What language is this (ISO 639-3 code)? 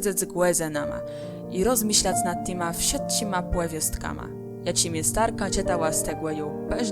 csb